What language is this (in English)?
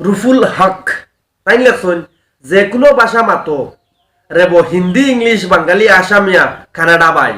Sylheti